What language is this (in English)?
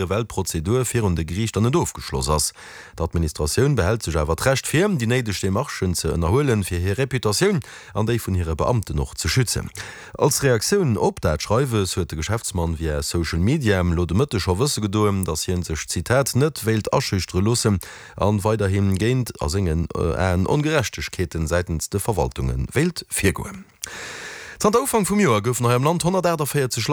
Luxembourgish